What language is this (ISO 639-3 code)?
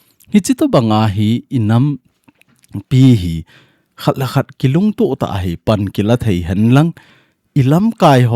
tcz